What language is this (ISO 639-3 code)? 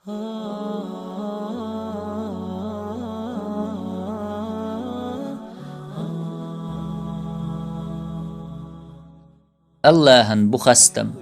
che